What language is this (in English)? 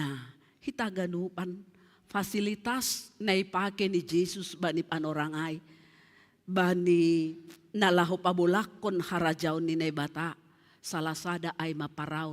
Batak Simalungun